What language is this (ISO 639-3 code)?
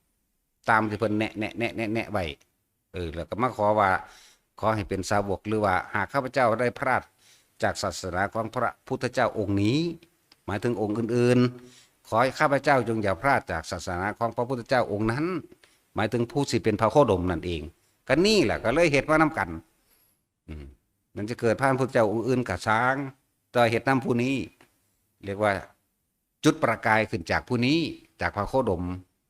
tts